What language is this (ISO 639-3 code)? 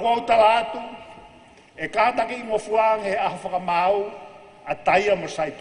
ton